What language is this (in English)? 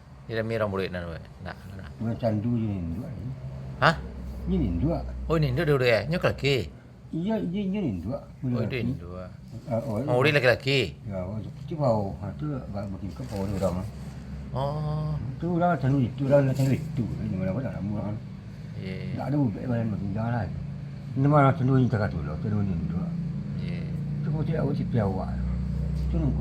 Minangkabau